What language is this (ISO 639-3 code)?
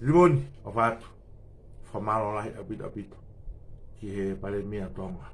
ton